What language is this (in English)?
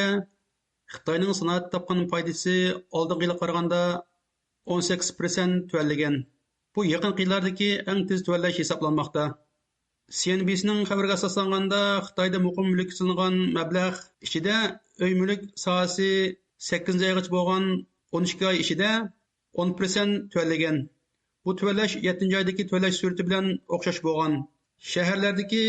Uyghur